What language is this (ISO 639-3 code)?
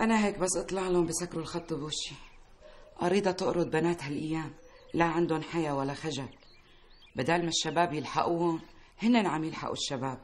apc